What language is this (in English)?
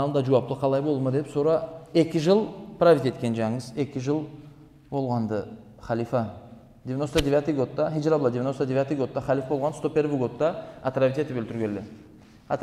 Karachay-Balkar